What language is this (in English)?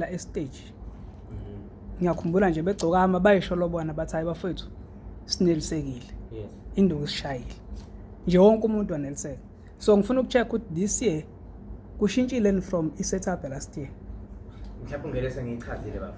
Zulu